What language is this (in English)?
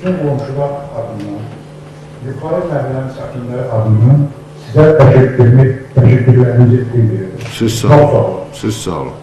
Azerbaijani